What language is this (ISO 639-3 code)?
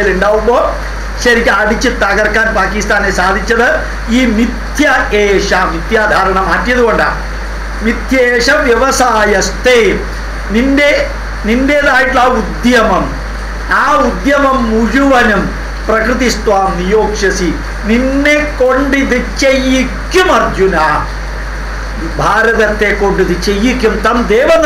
mal